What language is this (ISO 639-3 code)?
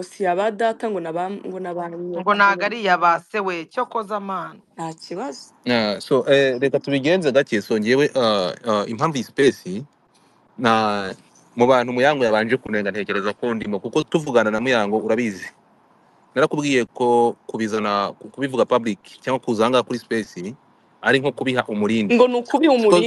kin